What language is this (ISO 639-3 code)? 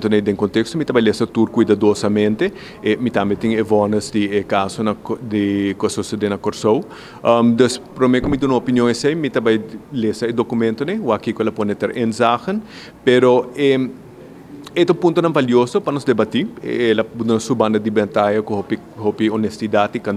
pap